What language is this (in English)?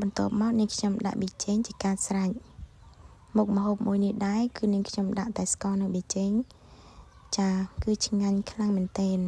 Khmer